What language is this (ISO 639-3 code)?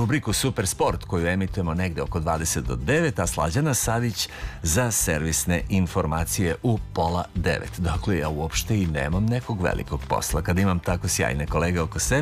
srp